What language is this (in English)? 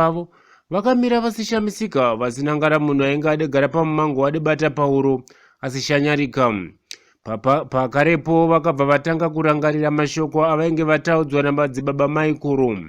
Shona